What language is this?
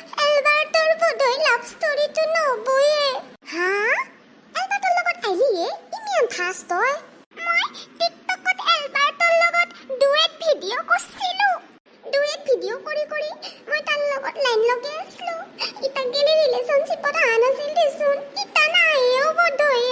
Assamese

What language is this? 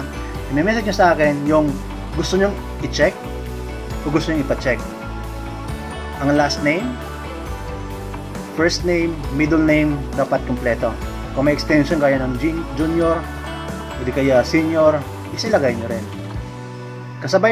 Filipino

